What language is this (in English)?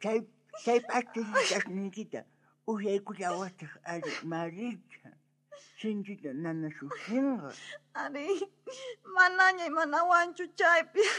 South Bolivian Quechua